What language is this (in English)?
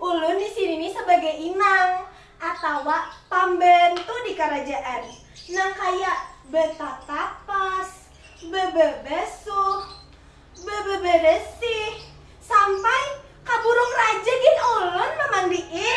Banjar